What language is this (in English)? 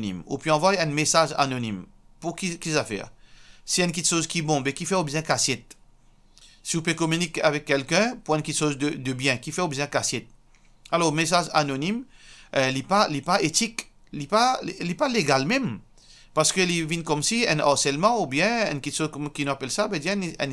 Morisyen